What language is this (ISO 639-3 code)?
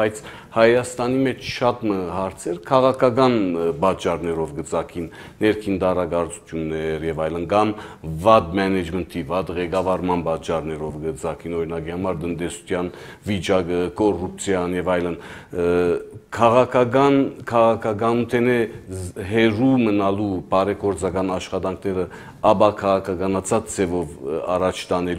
hye